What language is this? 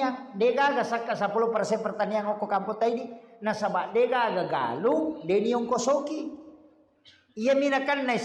Buginese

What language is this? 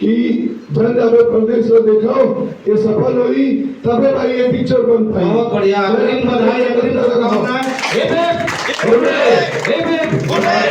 Chhattisgarhi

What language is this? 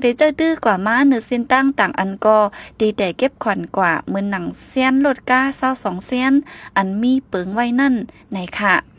Shan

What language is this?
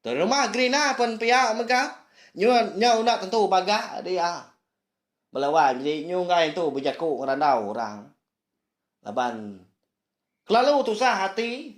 Iban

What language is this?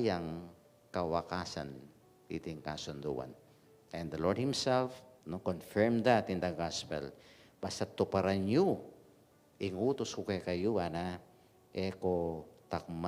Pampanga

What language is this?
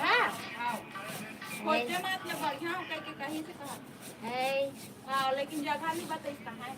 Chhattisgarhi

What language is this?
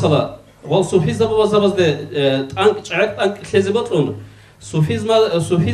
Avaric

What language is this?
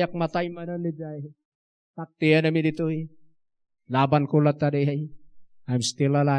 Iloko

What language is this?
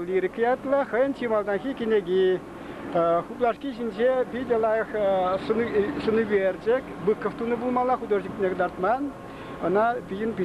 Chuvash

